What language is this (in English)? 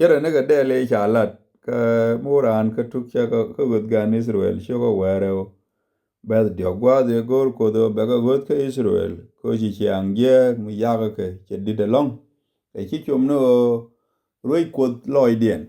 Nuer